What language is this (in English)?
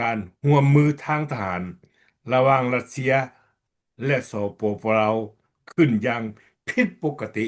Lao